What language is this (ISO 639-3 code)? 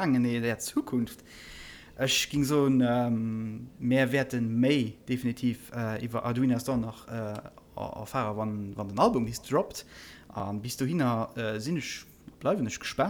ltz